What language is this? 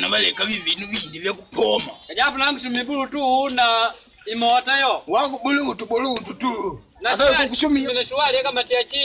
Makonde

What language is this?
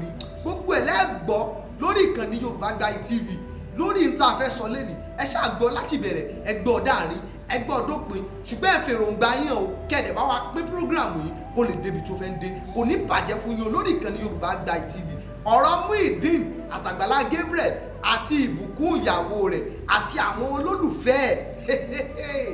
Yoruba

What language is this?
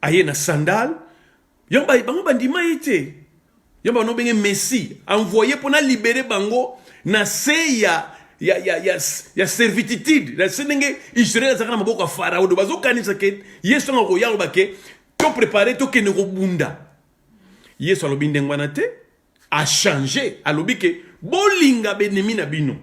Lingala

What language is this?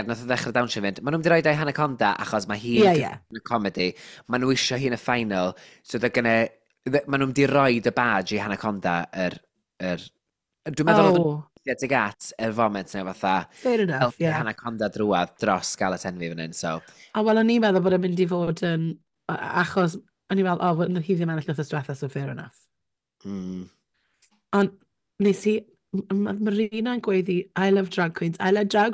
Welsh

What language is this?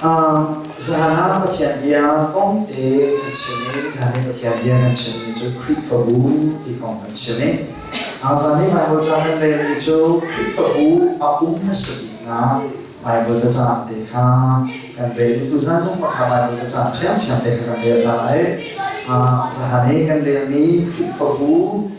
Hakha Chin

